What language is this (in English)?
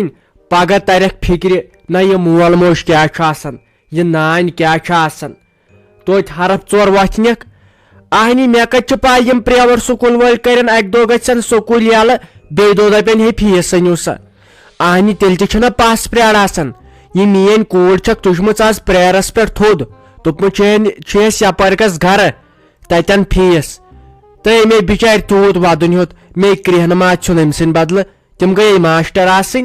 Kashmiri